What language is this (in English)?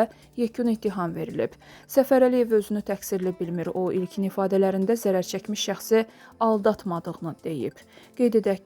Azerbaijani